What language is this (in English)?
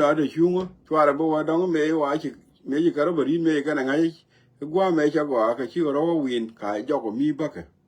Nuer